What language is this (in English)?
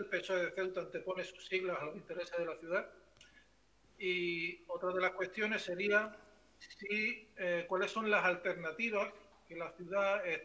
Spanish